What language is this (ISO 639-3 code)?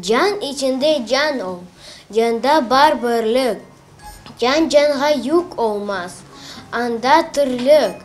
crh